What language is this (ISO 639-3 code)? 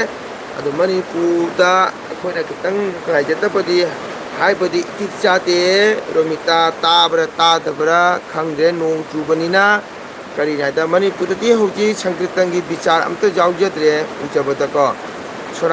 mni